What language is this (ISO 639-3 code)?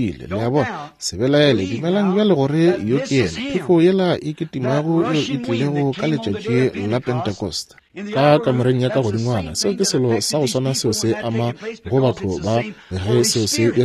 nso